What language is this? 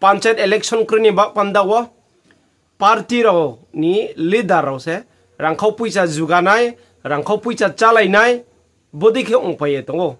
Riang (India)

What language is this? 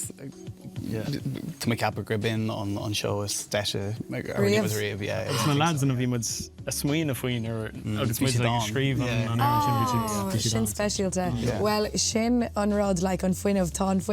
Irish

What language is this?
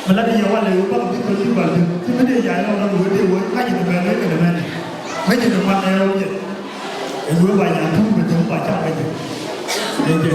Nuer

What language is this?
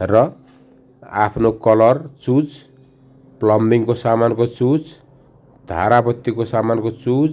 Nepali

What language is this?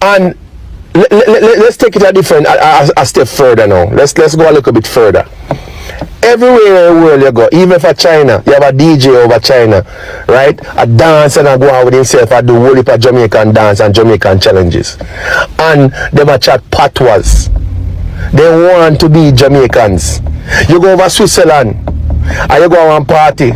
Jamaican Creole English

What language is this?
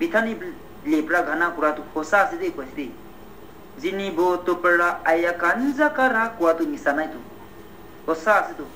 Naga Pidgin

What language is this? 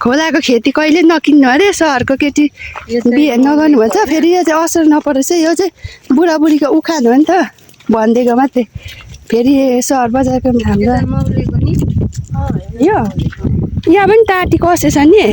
Nepali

